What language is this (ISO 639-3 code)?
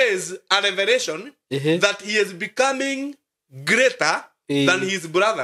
kik